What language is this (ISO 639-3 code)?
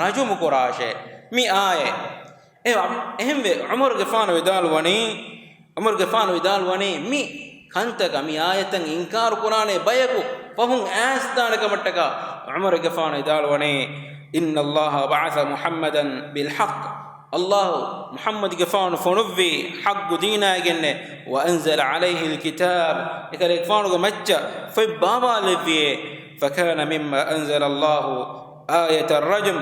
div